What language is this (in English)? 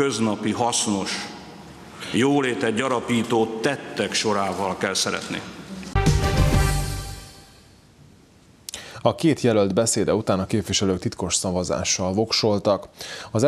Hungarian